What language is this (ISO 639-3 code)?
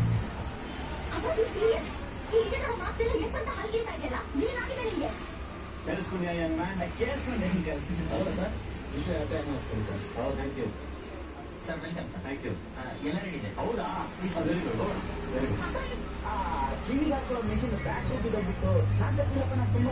kan